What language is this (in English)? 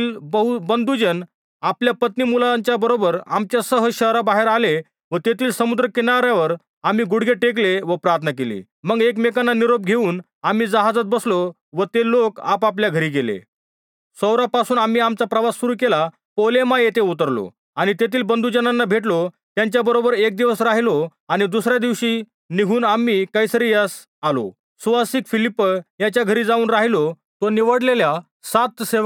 Marathi